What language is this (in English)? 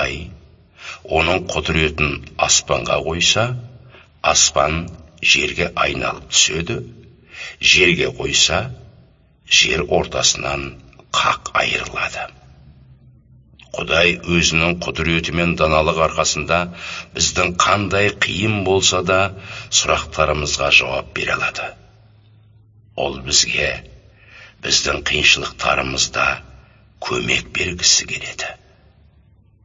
Kazakh